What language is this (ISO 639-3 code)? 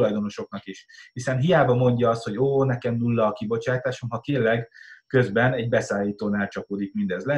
hun